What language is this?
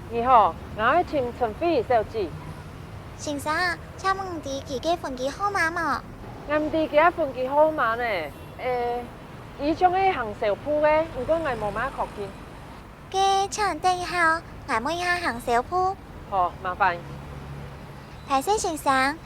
Hakka Chinese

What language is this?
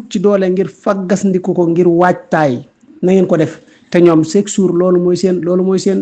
Wolof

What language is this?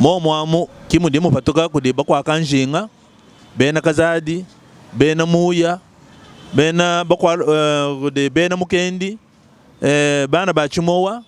Luba-Lulua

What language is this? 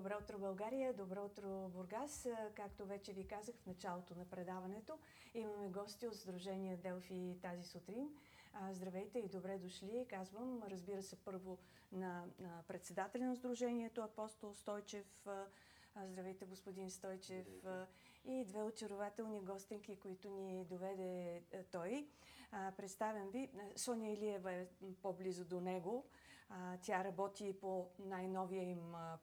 Bulgarian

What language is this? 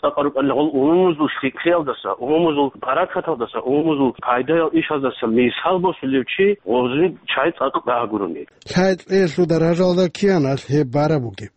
Avaric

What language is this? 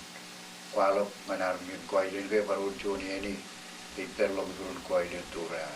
Marshallese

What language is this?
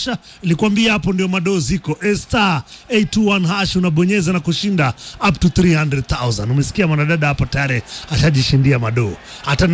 Swahili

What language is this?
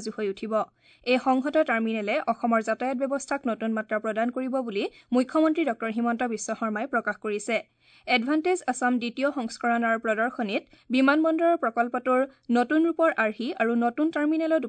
Assamese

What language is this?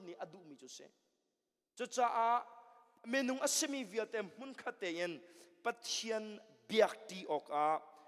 Hakha Chin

